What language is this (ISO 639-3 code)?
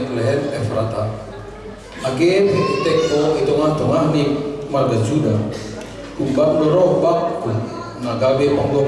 bts